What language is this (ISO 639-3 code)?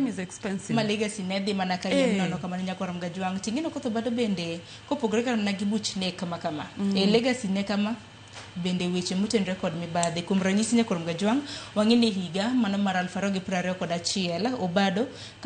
luo